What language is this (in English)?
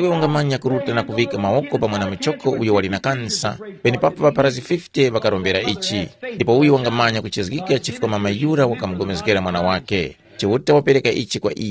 Tumbuka